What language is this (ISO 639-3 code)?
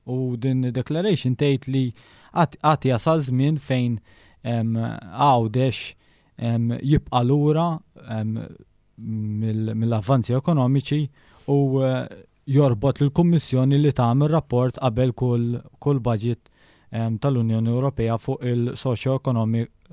mlt